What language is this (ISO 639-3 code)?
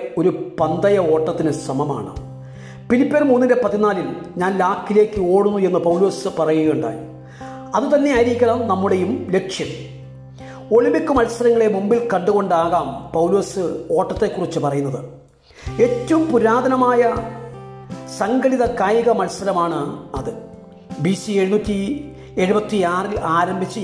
mal